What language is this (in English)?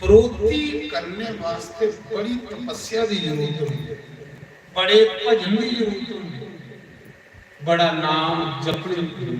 Dogri